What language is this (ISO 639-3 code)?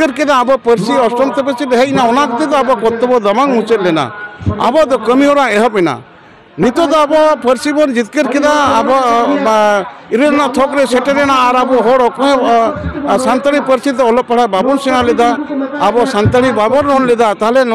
sat